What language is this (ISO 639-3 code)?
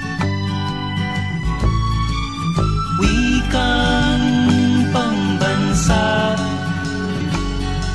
fil